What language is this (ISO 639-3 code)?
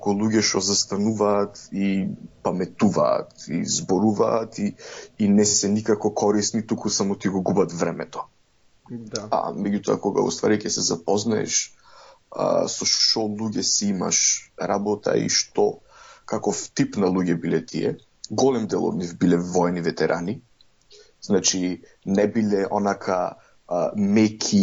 mkd